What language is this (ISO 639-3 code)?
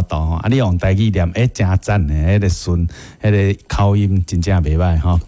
nan